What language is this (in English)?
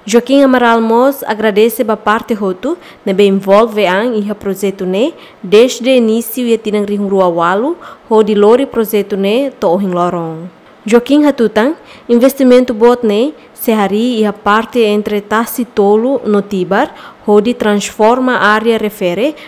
Tetum